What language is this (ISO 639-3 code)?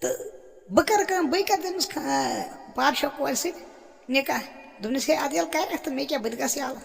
kas